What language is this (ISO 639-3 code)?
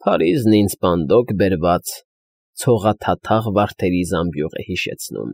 hye